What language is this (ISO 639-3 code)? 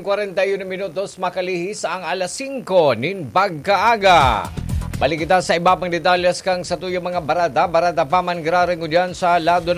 bik